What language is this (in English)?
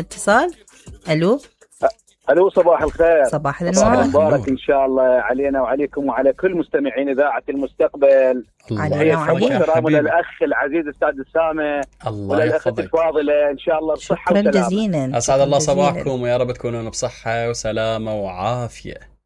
Mesopotamian Arabic